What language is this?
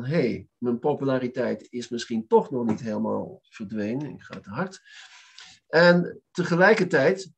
Dutch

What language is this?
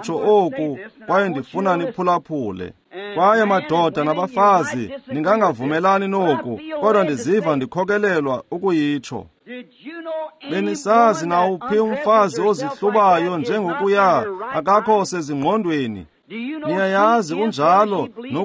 Xhosa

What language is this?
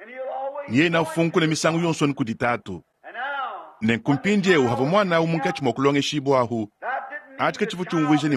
Luba-Lulua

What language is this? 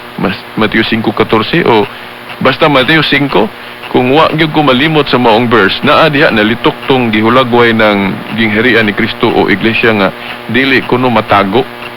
Cebuano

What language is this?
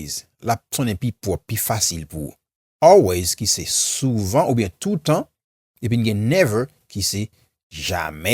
Haitian Creole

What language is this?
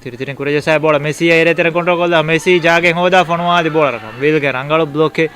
Divehi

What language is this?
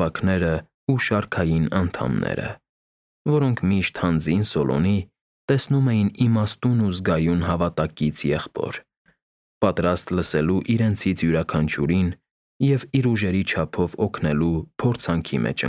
Armenian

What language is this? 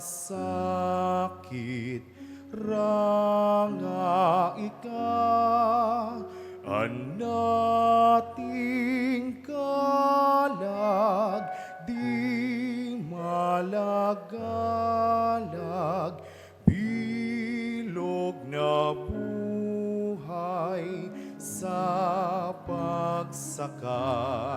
Bikol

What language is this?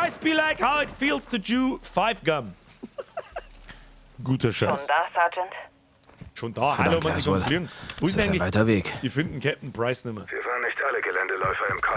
Bavarian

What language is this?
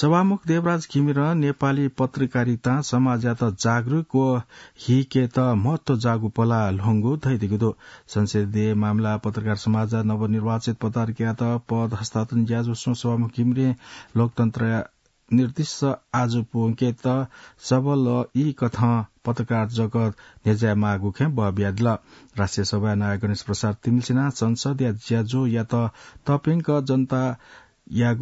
Newari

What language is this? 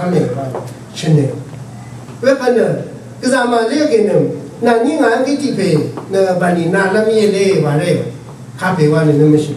Rawang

